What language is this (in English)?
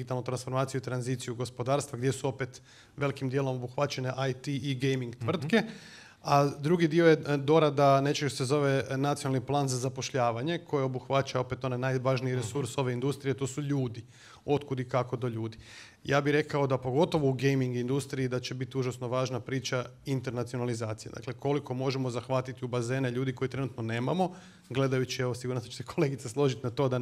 Croatian